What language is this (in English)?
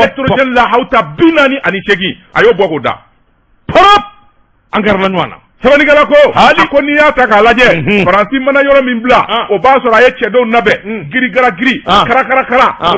Bambara